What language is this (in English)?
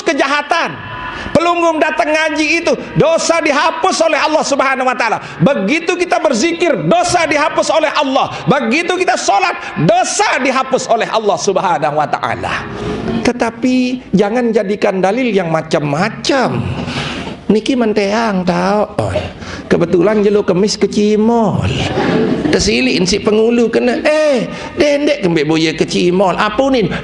Sasak